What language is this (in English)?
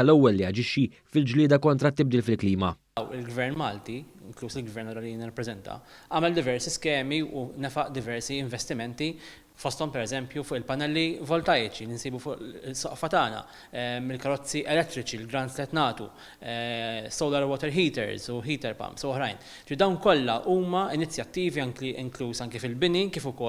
Maltese